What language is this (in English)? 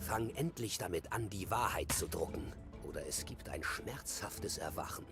Bavarian